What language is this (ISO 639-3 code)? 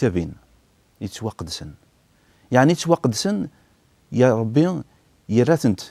kab